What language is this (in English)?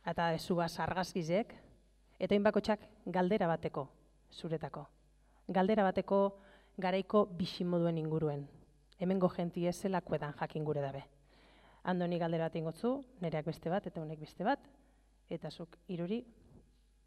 Basque